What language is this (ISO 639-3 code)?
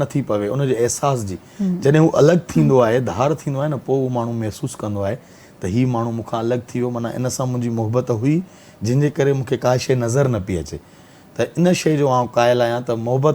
snd